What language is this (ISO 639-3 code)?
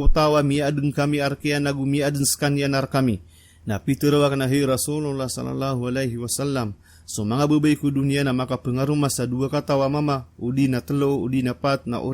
mrw